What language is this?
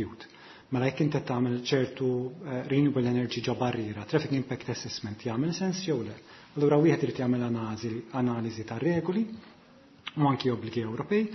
Maltese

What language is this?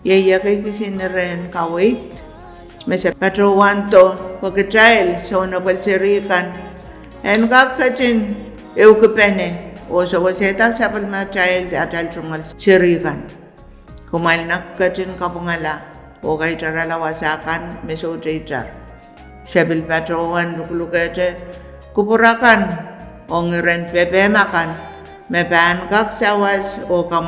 Pohnpeian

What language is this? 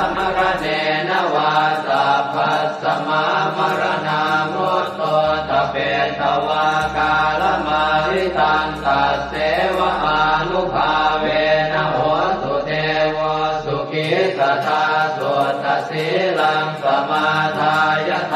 Pali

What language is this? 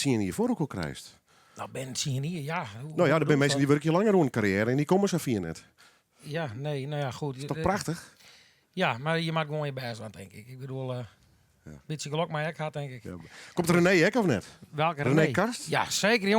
Western Frisian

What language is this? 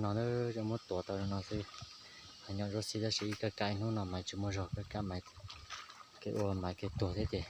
Hmong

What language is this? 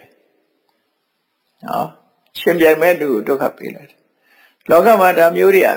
Burmese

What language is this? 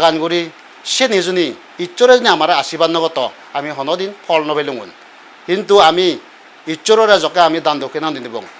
Chakma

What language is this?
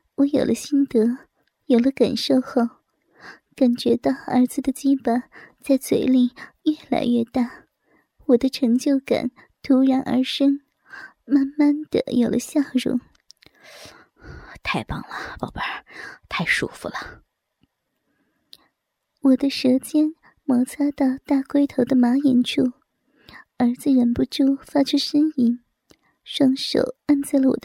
Chinese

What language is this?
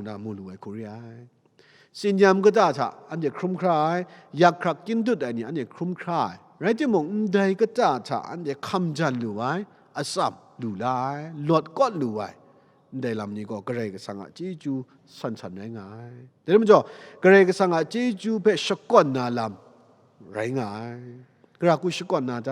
Kachin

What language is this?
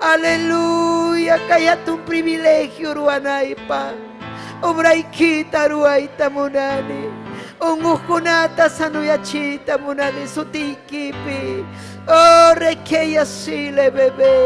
Ayacucho Quechua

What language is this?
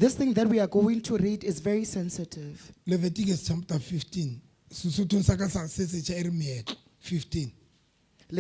Southern Sotho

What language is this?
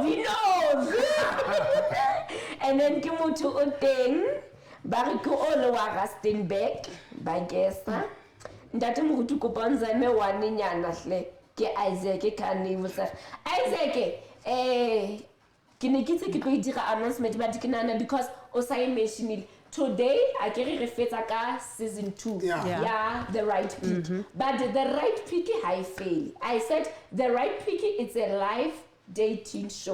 Southern Sotho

